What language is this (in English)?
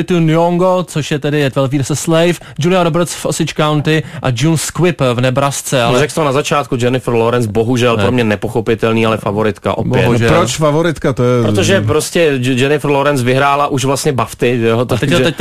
Czech